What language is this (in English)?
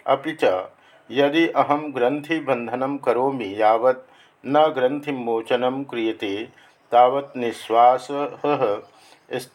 Sanskrit